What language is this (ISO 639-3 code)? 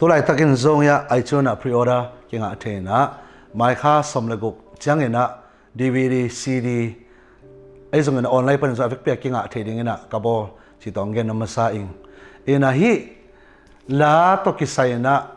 ctd